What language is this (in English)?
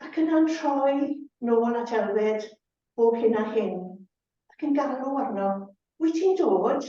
Welsh